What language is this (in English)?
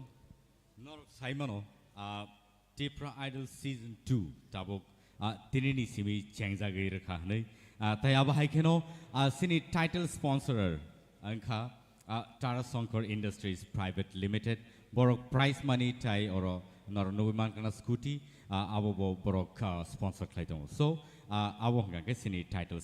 Kok Borok